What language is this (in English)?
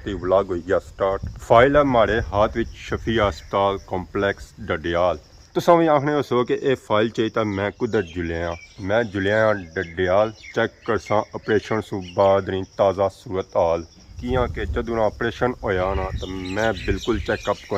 Pahari-Potwari